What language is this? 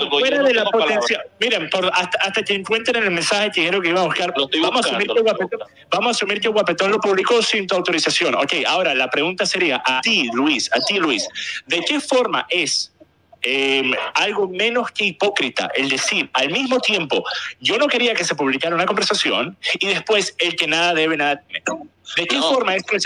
Spanish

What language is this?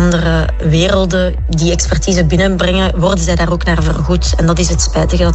Dutch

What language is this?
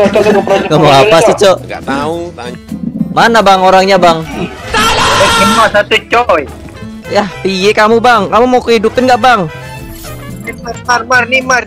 Indonesian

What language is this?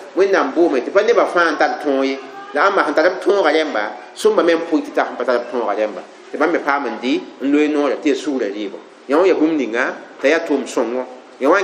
Mossi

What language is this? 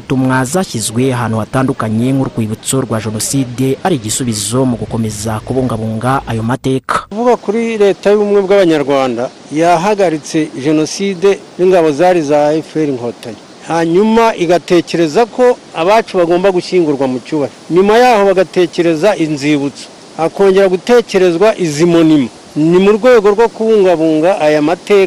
Kinyarwanda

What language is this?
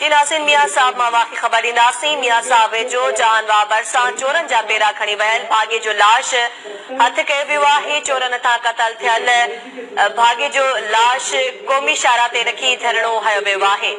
Sindhi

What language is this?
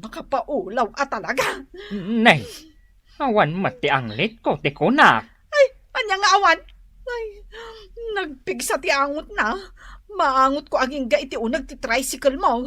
Iloko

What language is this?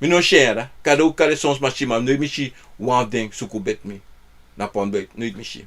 Sranan Tongo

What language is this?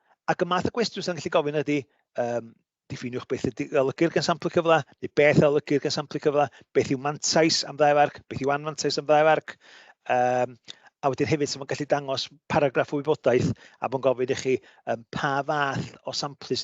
Welsh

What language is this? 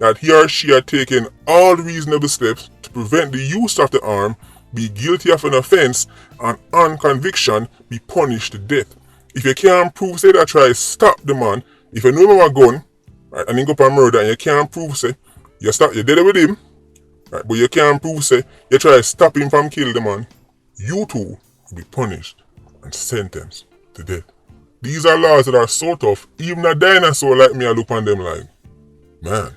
Jamaican Creole English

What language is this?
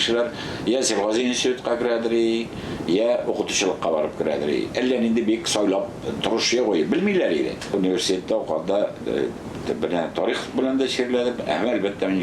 Tatar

